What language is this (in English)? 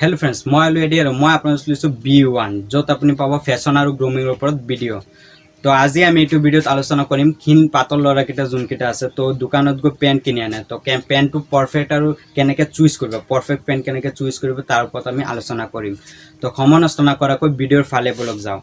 Assamese